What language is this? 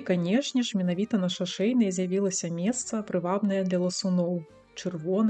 Belarusian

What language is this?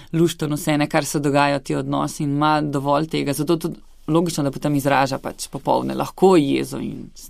Slovenian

